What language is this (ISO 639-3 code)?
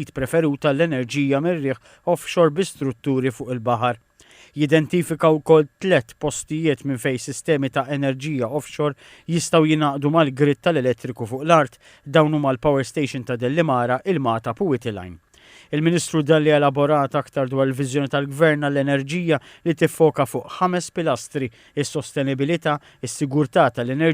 mlt